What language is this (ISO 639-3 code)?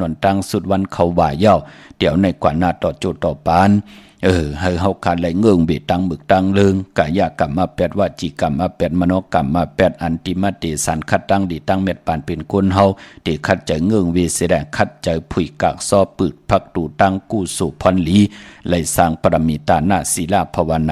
shn